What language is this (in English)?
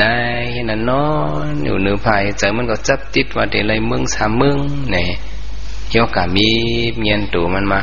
Shan